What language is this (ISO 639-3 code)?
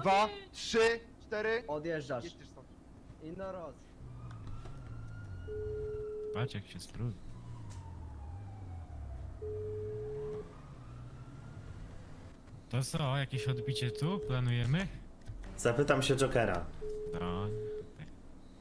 pol